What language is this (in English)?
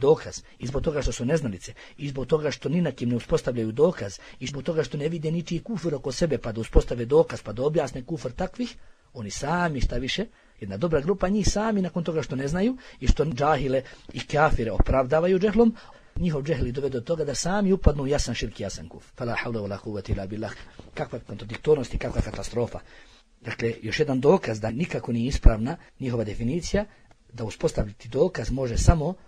Bosnian